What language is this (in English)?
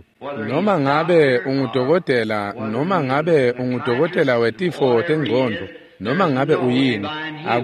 Swati